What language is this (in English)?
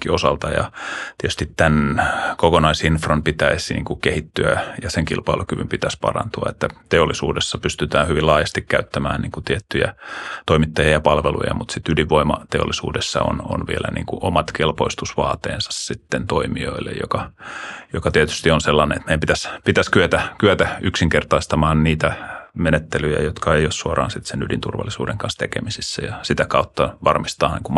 Finnish